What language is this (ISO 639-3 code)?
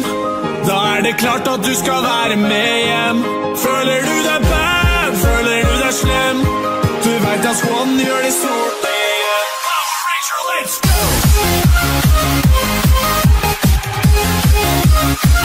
nor